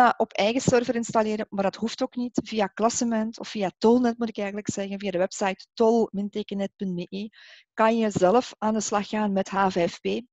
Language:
Dutch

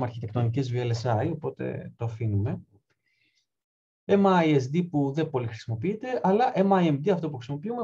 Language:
Greek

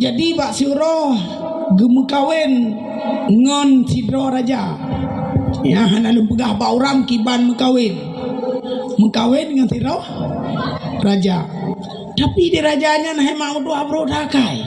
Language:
Achinese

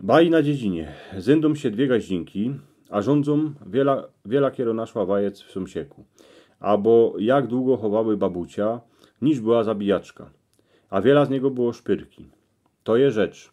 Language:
Silesian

